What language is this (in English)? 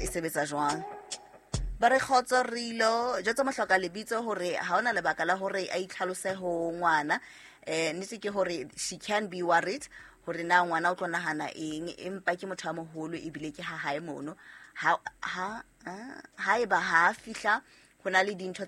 Southern Sotho